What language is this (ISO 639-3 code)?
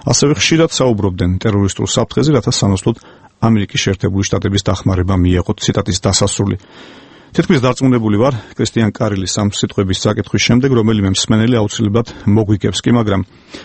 kat